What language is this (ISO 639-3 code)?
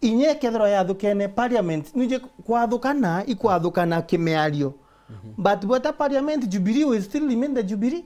mer